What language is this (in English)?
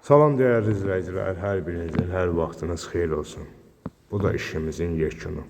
Azerbaijani